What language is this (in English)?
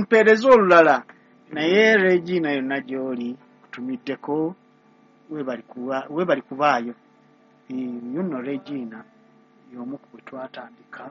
Ganda